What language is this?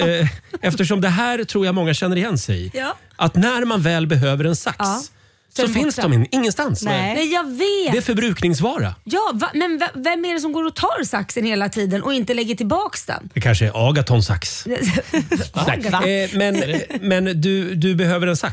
Swedish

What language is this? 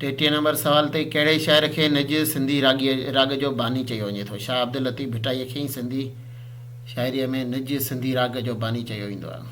Sindhi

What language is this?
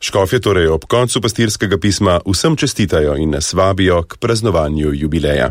Slovenian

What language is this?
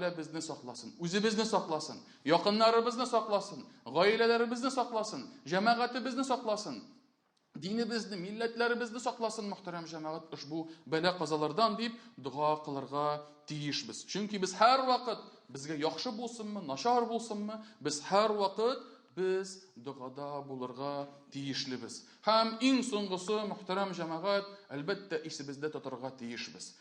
Tatar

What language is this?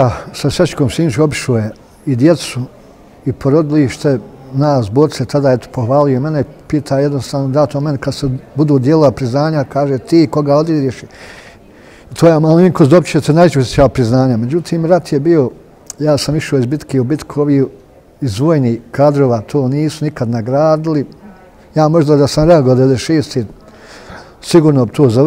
Bosnian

